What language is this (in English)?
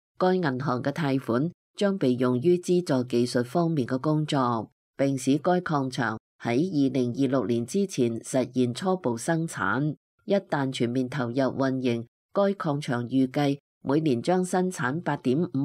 Cantonese